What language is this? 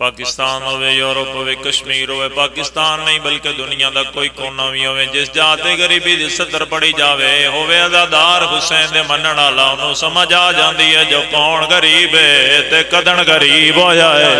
Pahari-Potwari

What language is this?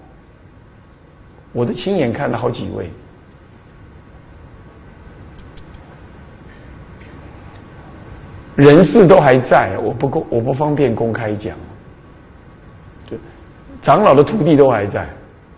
Chinese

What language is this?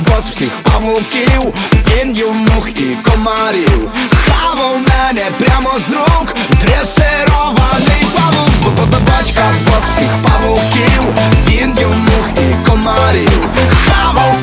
Ukrainian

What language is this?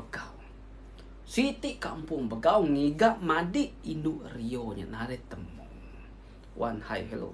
Iban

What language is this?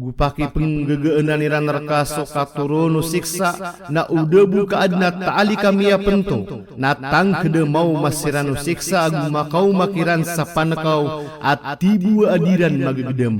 Maranao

